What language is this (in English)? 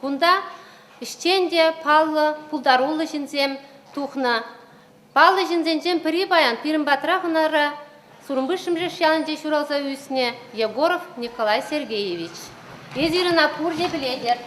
Chuvash